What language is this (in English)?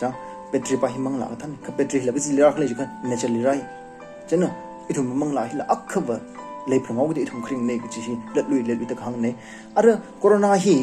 Tangkhul Naga (India)